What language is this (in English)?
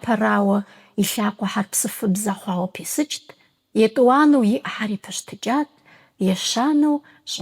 Kabardian